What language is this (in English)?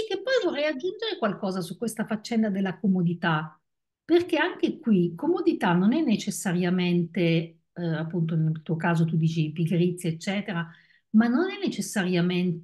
Italian